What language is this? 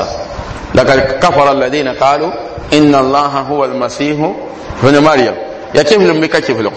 Mossi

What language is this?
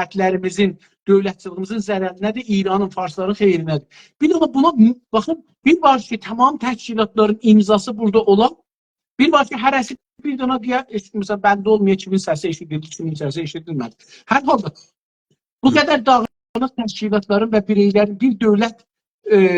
South Azerbaijani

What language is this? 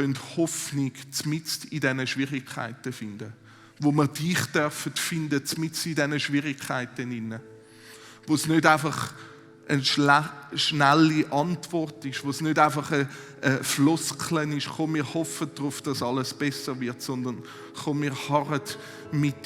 Swiss German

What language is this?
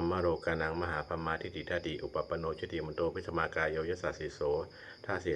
Pali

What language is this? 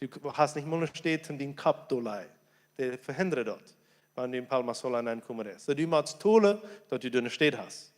Plautdietsch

